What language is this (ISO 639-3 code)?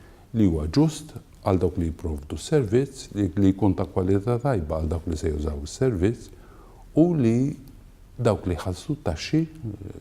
mlt